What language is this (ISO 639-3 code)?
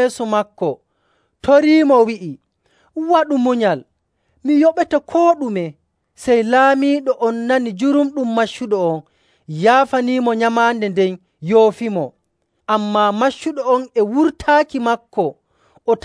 fuv